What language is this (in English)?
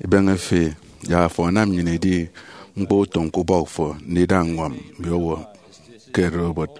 Efik